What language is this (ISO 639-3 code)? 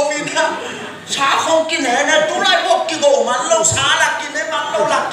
ctd